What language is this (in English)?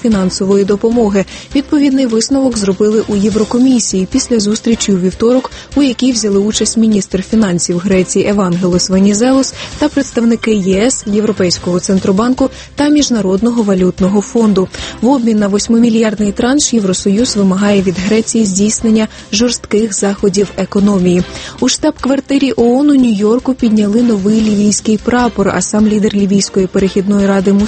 Ukrainian